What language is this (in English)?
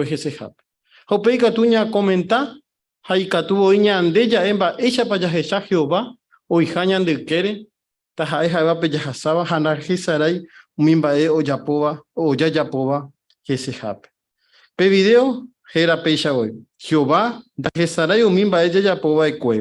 Guarani